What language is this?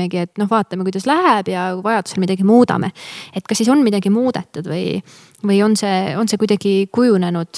Estonian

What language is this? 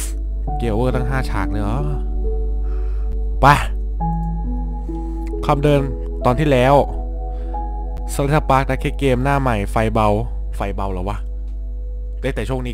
Thai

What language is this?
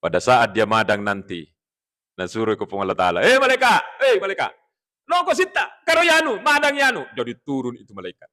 Buginese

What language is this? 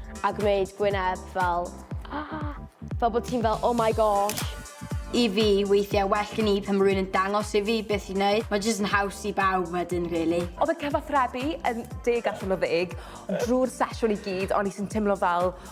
Welsh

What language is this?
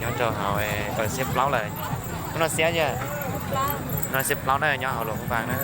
Hmong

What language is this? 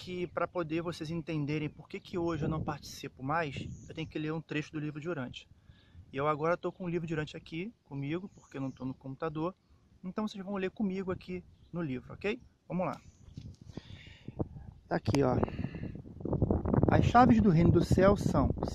Portuguese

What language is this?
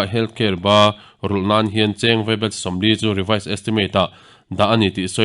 Mizo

